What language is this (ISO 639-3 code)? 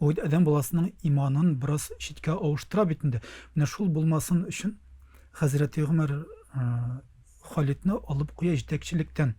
tat